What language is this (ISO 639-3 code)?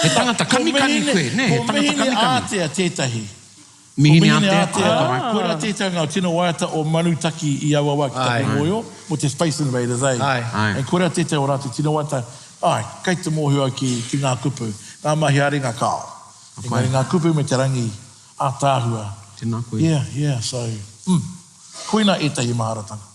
mri